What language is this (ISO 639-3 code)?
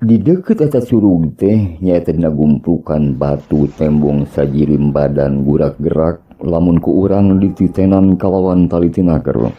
sun